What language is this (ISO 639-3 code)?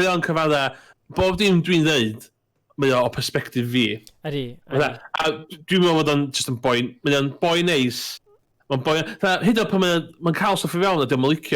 cym